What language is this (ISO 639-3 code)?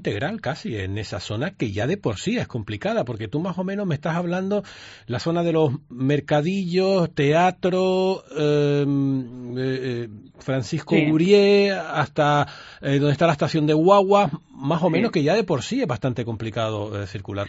spa